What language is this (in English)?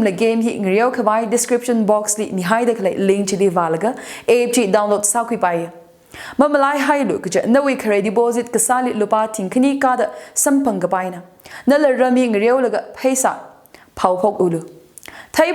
Tangkhul Naga (India)